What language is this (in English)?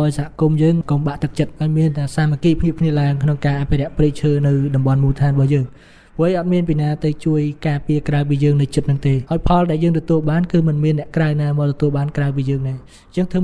Khmer